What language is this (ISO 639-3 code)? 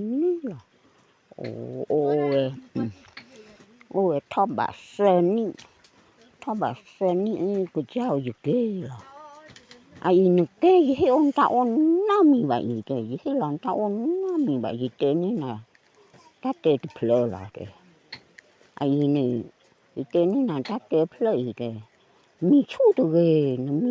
ksw